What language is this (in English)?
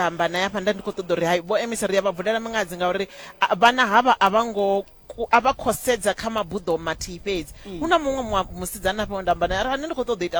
Venda